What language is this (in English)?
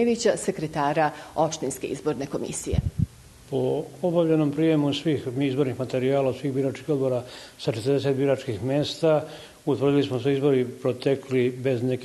Serbian